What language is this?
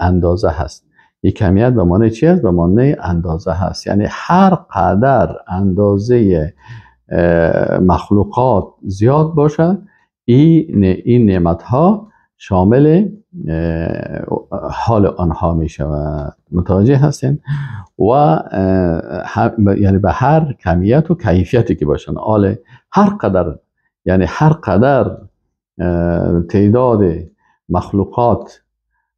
Persian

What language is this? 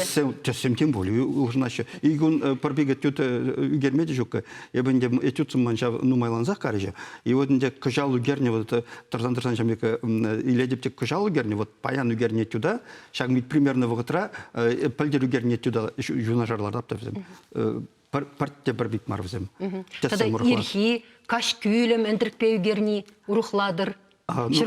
Chuvash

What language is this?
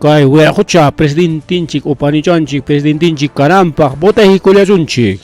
Ayacucho Quechua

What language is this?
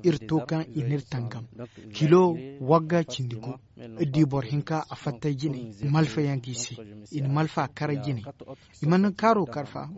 Zarma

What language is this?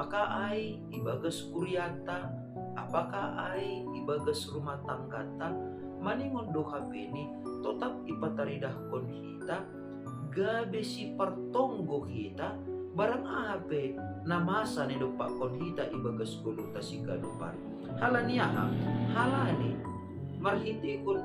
Batak Simalungun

